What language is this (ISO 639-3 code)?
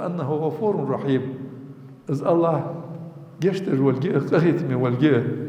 inh